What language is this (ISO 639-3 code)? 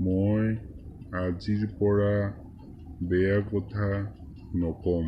asm